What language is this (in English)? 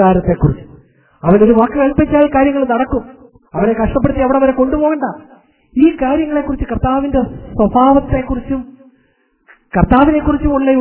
Malayalam